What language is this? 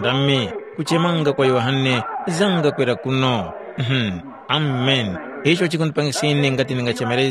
Tumbuka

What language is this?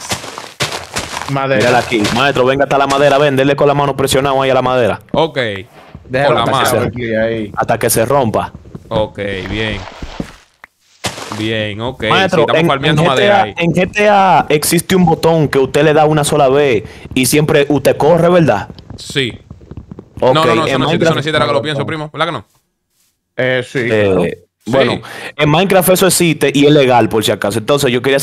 Spanish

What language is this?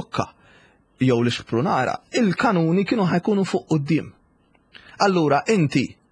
Maltese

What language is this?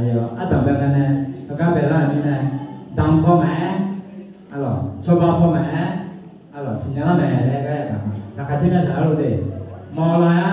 Akha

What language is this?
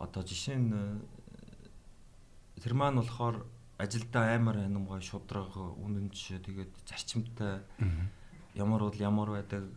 Mongolian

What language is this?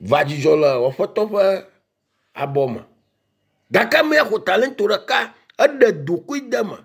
Ewe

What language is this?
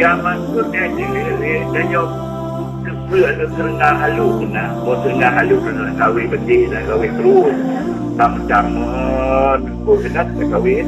Achinese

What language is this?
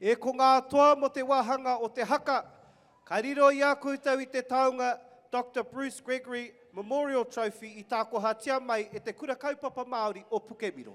Māori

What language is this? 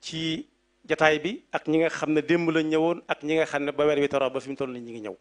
Wolof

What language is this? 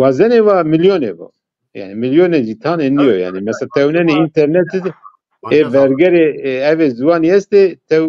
Zaza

